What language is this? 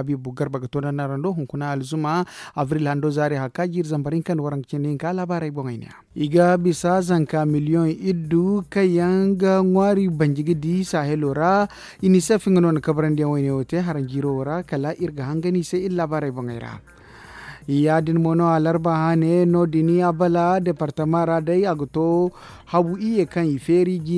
Zarma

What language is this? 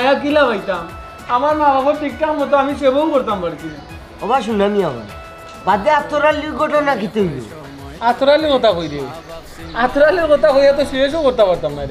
Sylheti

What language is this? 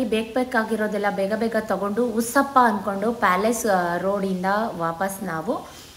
Kannada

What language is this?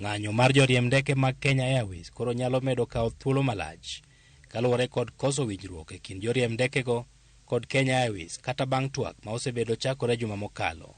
Luo (Kenya and Tanzania)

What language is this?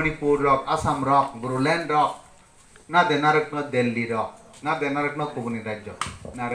Kok Borok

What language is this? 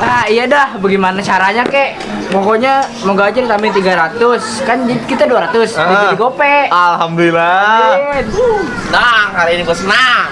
Betawi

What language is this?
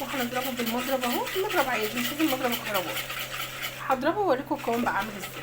Egyptian Arabic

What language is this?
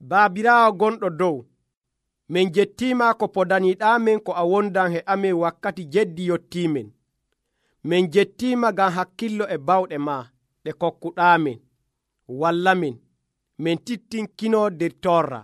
Nigerian Fulfulde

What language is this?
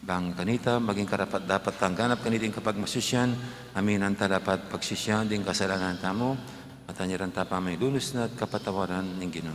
Pampanga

